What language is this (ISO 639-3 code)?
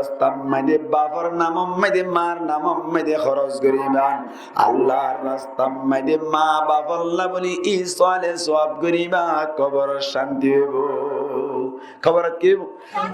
rhg